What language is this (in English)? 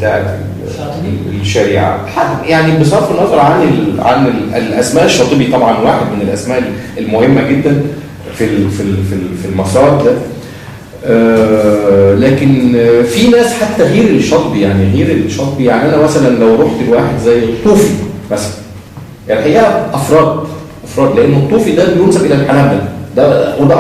Egyptian Arabic